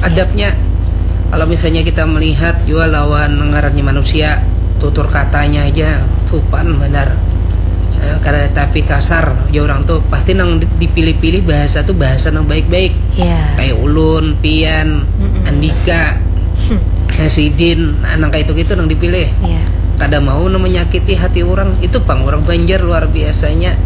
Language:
Banjar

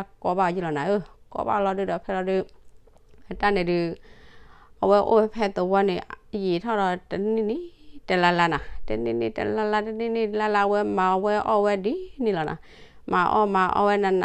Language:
S'gaw Karen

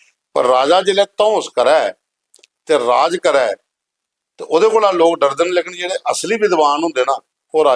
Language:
Dogri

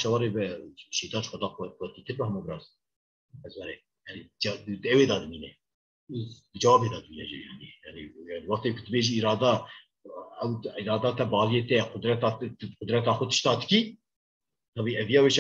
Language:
Kurdish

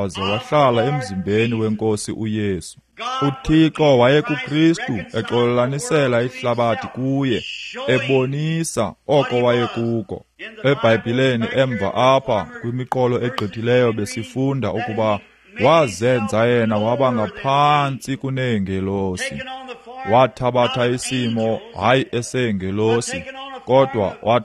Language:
Xhosa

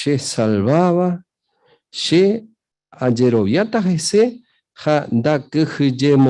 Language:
Guarani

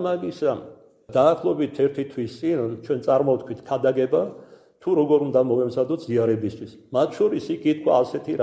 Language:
Georgian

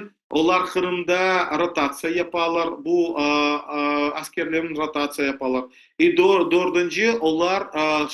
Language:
Crimean Tatar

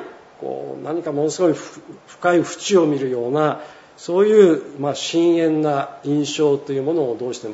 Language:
Japanese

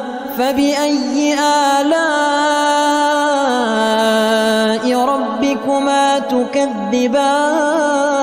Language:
Arabic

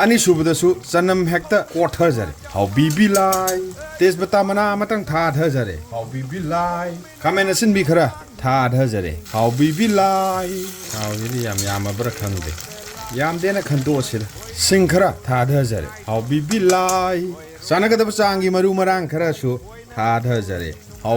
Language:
Manipuri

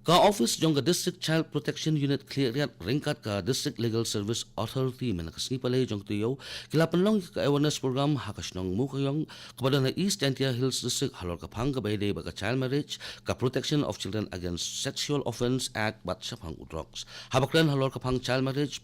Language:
Khasi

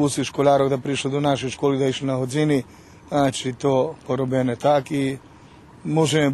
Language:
Rusyn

